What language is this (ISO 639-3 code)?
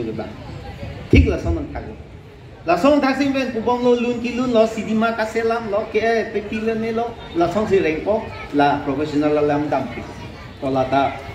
mjw